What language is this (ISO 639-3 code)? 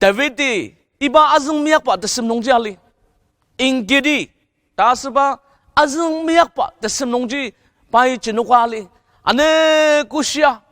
njo